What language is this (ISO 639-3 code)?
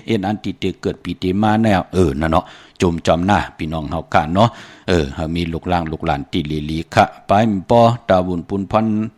shn